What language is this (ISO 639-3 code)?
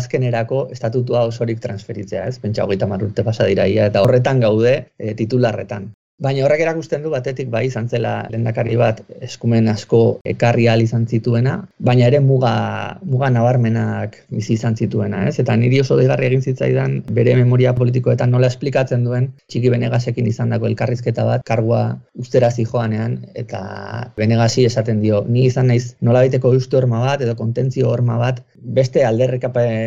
eus